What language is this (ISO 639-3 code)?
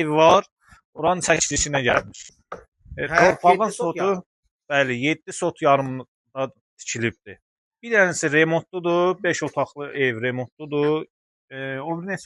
aze